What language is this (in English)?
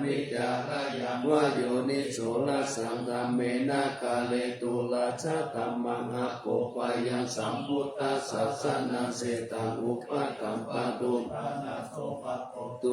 Pali